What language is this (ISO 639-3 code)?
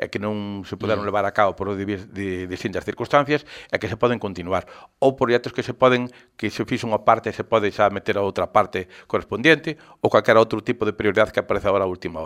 glg